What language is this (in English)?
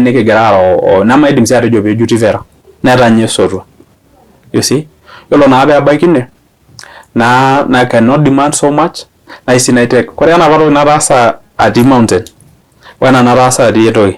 Masai